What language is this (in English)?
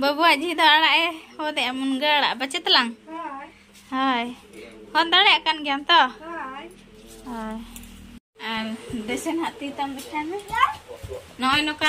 Santali